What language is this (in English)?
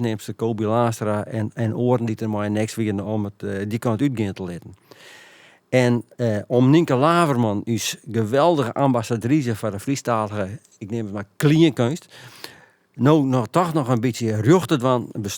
Western Frisian